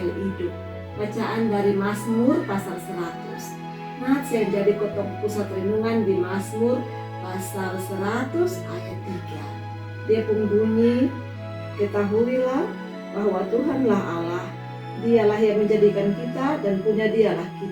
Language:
Kupang Malay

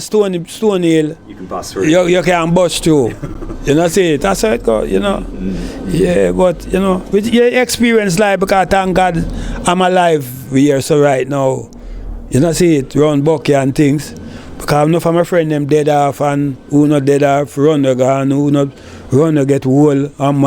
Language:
Jamaican Creole English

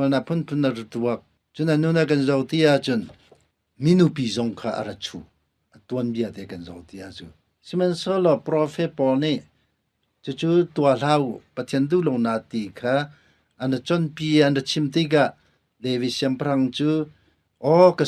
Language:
Hakha Chin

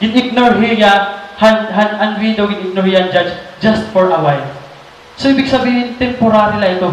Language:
Waray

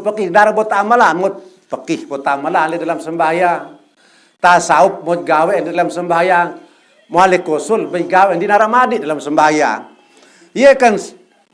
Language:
Sasak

